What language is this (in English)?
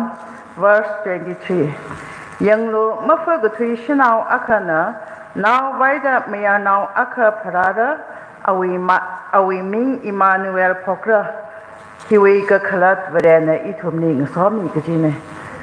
Tangkhul Naga (India)